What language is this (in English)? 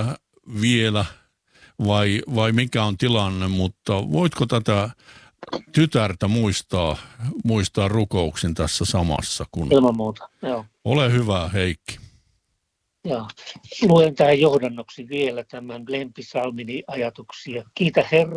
Finnish